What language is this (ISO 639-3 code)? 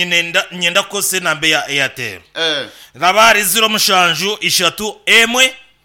nyn